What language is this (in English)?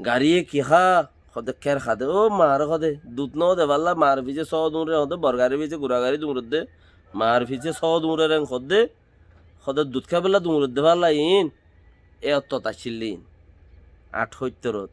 Rohingya